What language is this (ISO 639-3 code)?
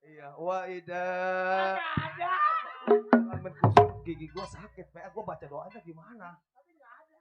bew